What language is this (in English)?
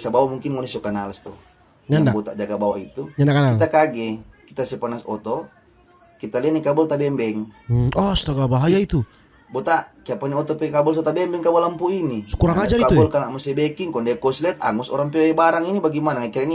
Manado Malay